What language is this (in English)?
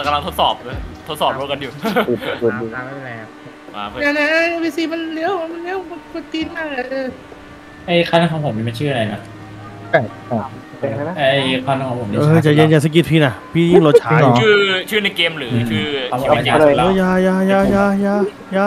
Thai